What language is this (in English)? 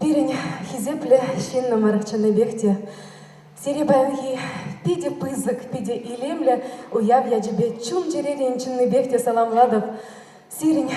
Chuvash